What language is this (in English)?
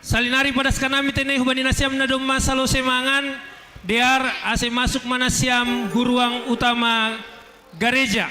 Batak Simalungun